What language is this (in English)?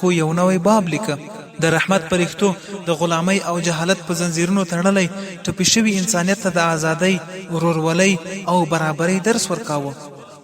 Pashto